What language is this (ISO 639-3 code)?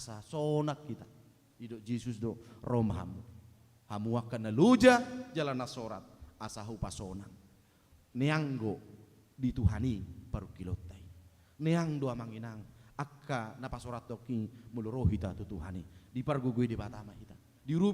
bbc